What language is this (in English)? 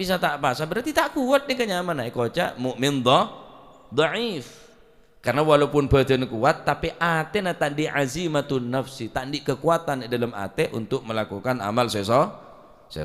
Madurese